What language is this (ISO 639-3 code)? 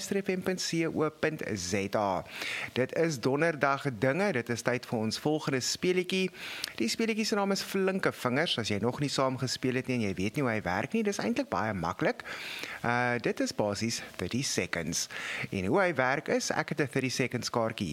afr